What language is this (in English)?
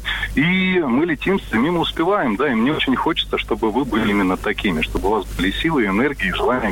Russian